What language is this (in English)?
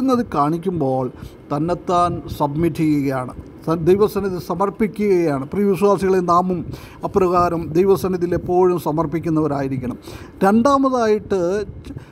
Malayalam